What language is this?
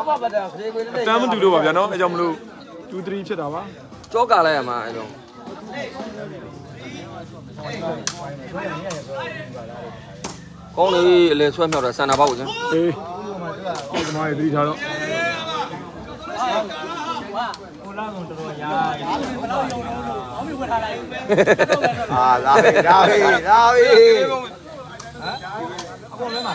Burmese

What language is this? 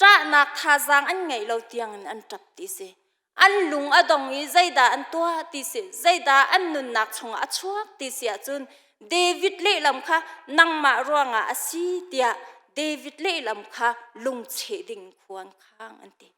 Hakha Chin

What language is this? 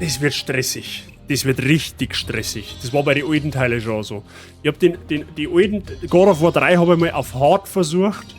Bavarian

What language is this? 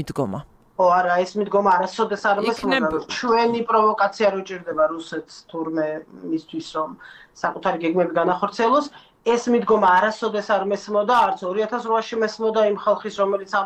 Georgian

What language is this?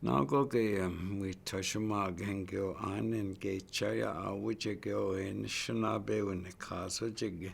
Chippewa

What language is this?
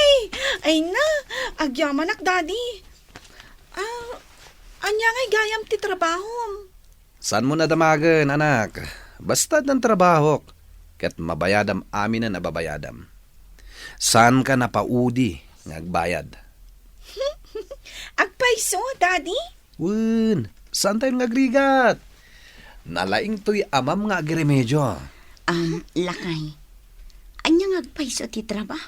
Iloko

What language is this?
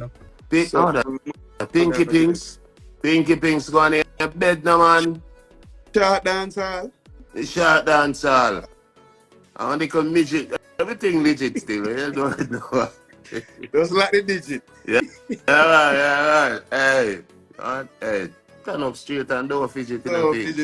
Jamaican Creole English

